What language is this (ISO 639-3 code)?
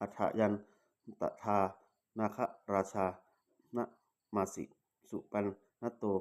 pli